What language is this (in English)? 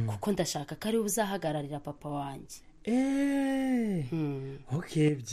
Kinyarwanda